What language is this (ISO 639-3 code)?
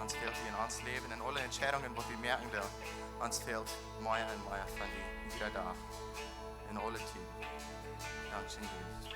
pdt